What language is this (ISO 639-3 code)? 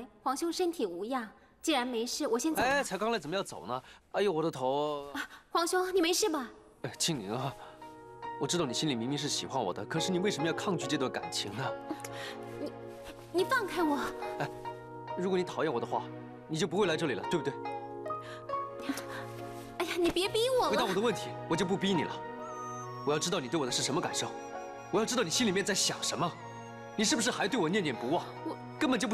zho